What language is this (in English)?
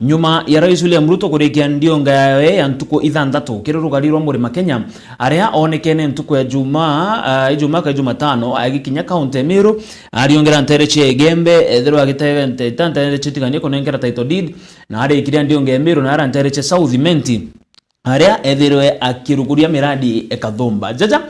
Meru